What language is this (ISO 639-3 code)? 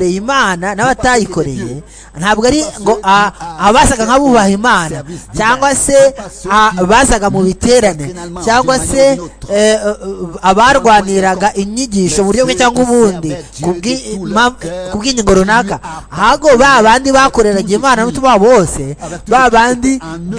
kin